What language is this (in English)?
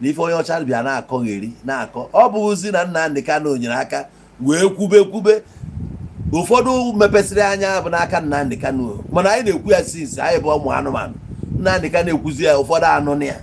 Igbo